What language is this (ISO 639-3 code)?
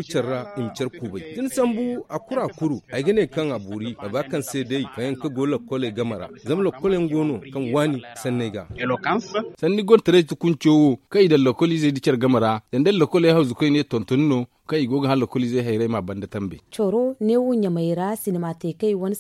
dje